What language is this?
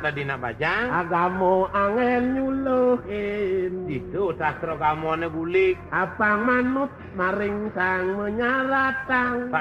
Balinese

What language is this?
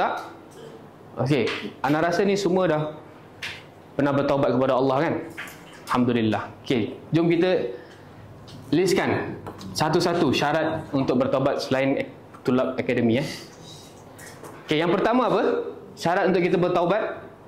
Malay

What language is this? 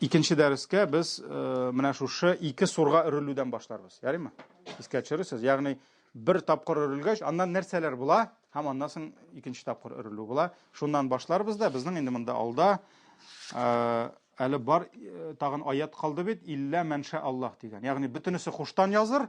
Tatar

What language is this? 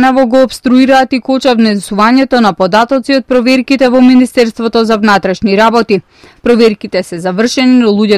Macedonian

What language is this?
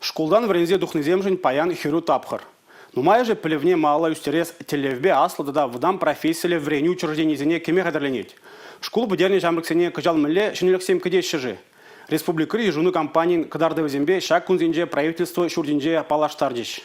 Chuvash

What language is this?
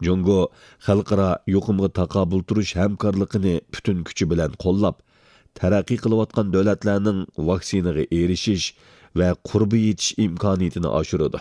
Uyghur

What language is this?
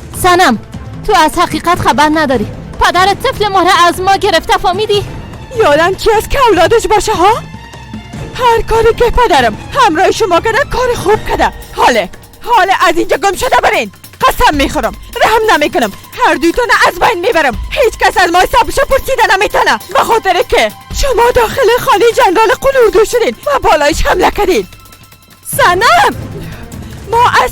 Persian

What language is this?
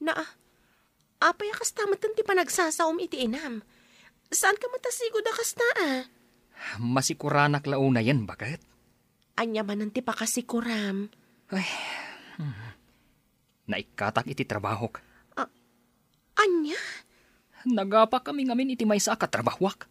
Iloko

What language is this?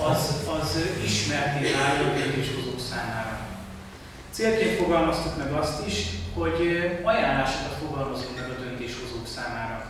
Hungarian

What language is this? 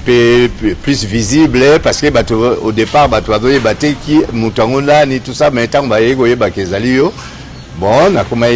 Lingala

